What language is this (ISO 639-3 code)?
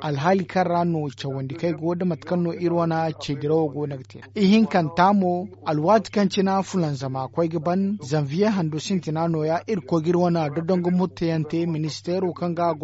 dje